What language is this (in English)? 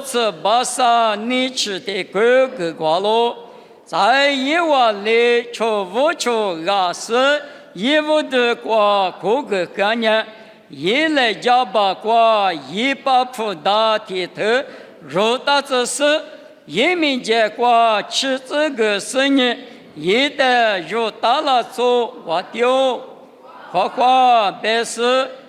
Lisu